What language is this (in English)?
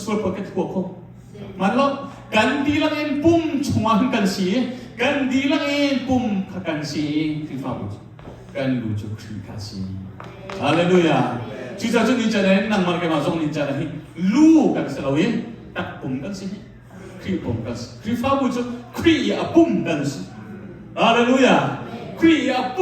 Hakha Chin